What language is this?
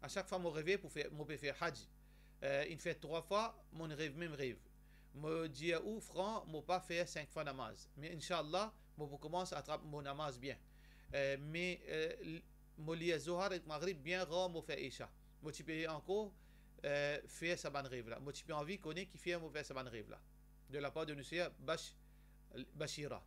Morisyen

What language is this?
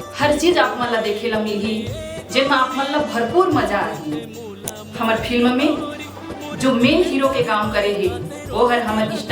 Chhattisgarhi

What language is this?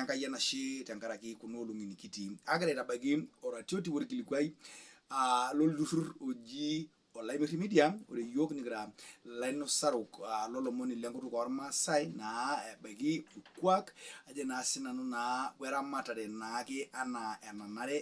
Masai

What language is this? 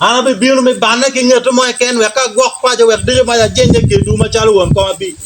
Acoli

